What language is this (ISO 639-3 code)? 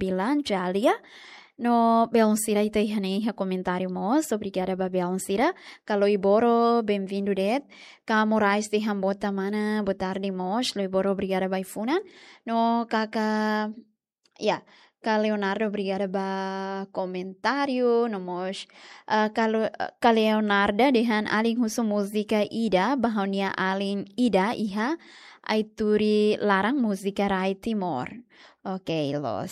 tet